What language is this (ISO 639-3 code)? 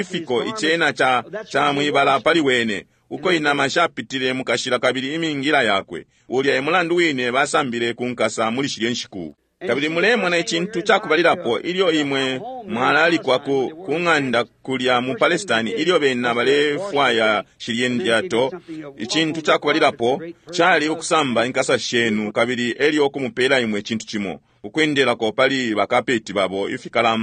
bem